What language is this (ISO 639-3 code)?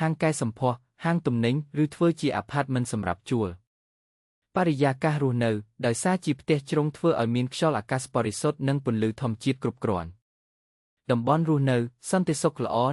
khm